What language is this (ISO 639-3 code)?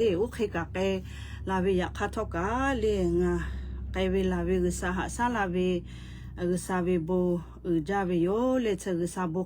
lhu